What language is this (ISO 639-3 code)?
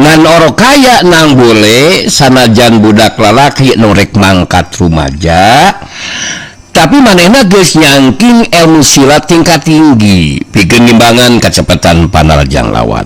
sun